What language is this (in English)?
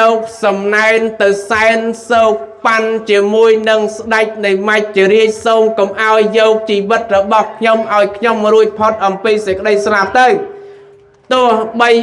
Khmer